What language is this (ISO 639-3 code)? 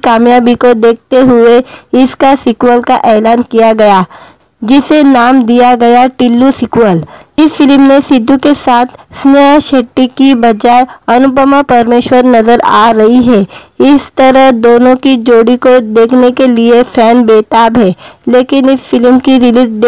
hin